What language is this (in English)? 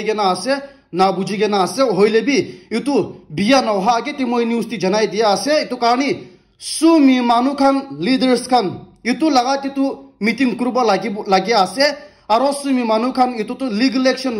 Naga Pidgin